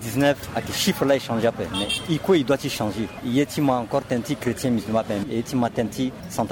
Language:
Sango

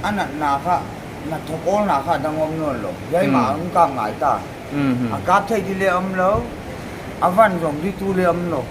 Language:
Paite Chin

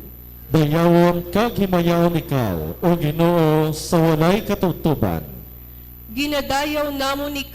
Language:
Hiligaynon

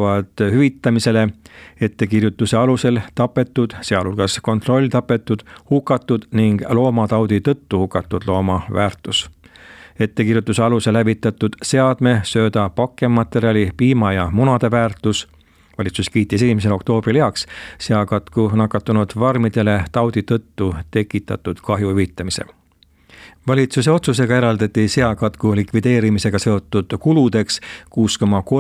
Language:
Estonian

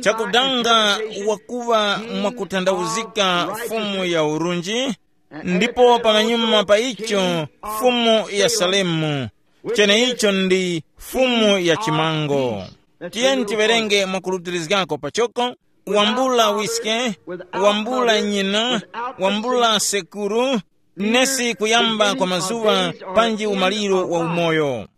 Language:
Tumbuka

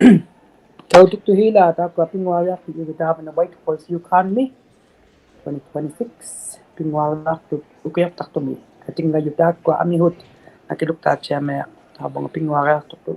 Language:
Inuktitut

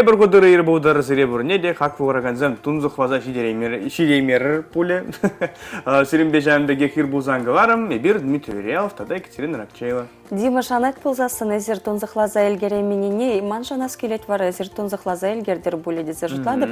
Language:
Chuvash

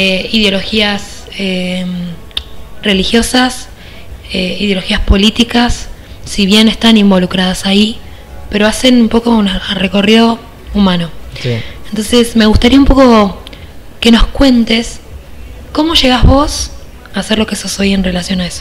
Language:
Spanish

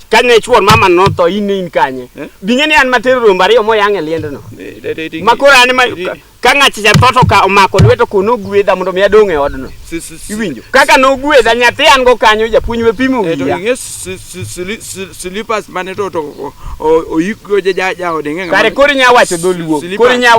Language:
Luo (Kenya and Tanzania)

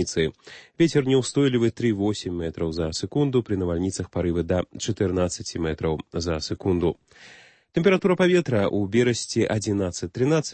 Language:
Belarusian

